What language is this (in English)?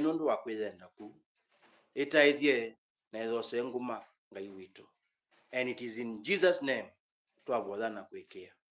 Kamba